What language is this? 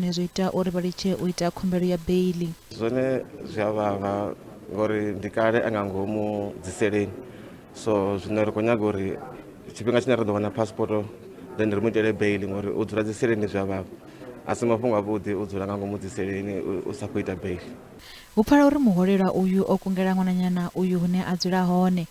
Venda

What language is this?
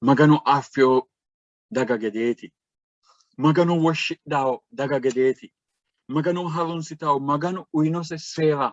Sidamo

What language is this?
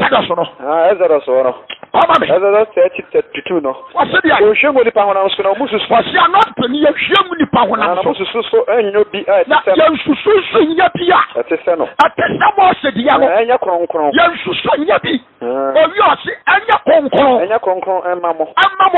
Akan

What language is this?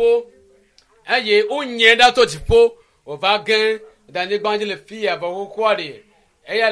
Ewe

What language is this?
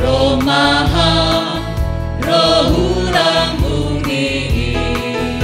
Batak Simalungun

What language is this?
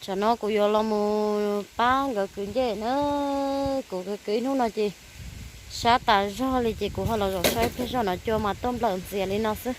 Hmong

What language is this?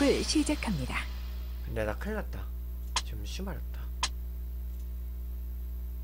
Korean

